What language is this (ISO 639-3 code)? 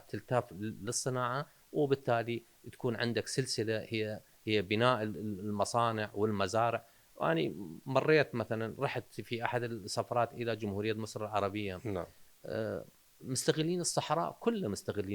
acm